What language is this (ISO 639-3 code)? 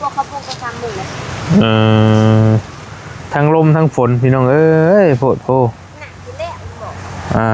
tts